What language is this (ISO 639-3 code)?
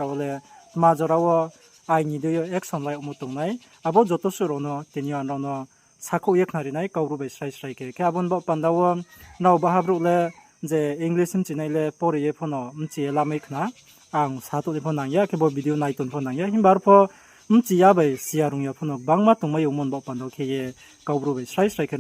ria